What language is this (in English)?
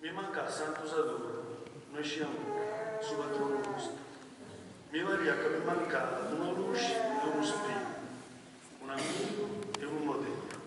Sardinian